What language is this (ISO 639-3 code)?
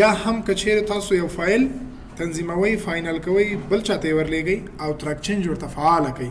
pus